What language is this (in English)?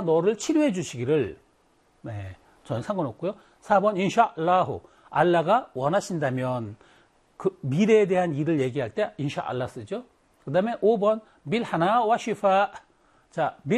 Korean